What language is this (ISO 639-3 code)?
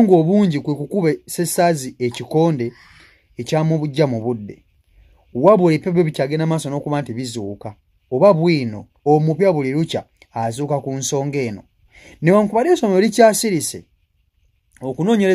lug